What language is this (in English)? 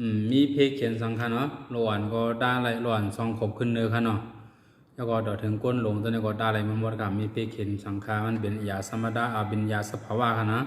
Shan